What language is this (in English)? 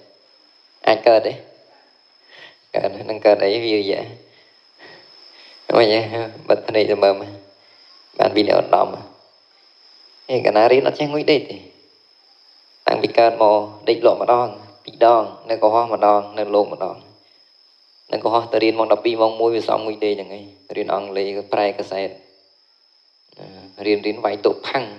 Khmer